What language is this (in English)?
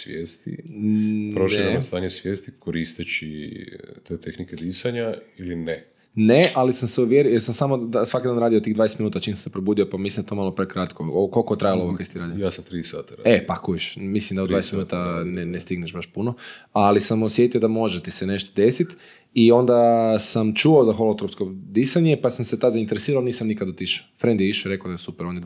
Croatian